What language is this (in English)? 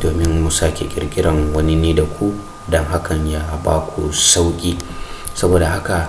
Hausa